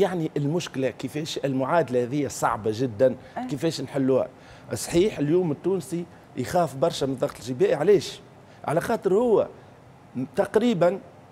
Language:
Tunisian Arabic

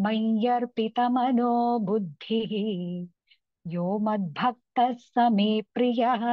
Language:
Sanskrit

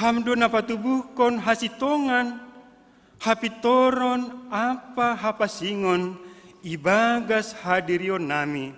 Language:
Batak Simalungun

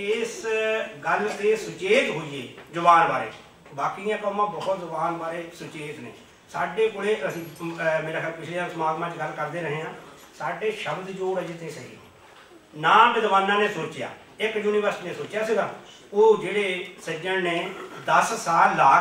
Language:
Punjabi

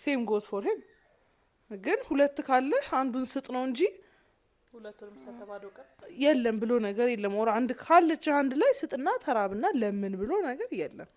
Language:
Amharic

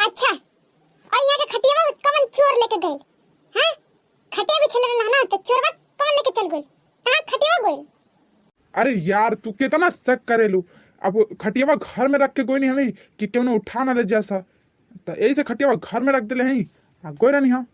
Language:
Bhojpuri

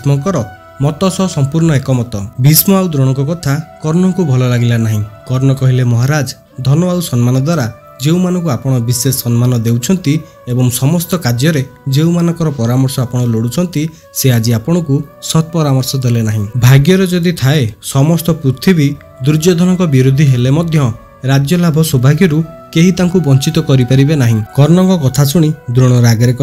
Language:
Odia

